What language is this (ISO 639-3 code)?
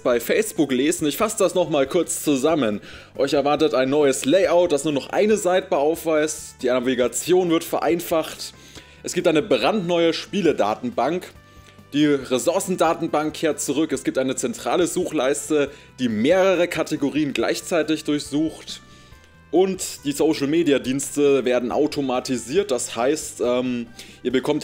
deu